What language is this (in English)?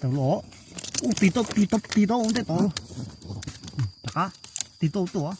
Hmong